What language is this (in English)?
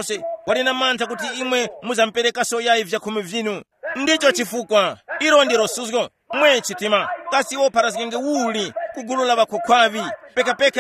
Tumbuka